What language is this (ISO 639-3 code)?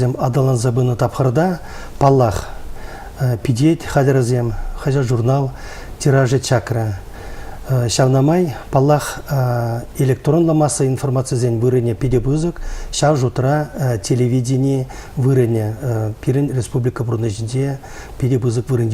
chv